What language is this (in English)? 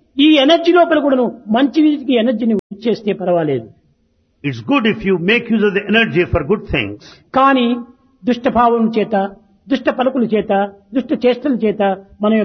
Telugu